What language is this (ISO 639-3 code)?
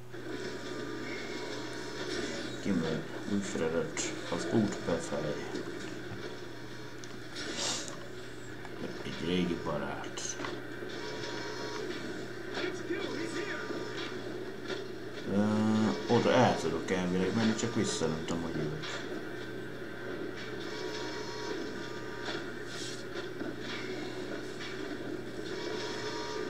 hun